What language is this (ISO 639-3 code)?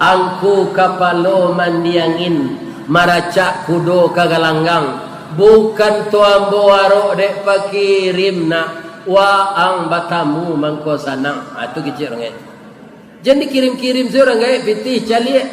min